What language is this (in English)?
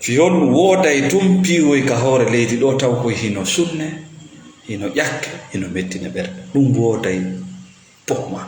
Fula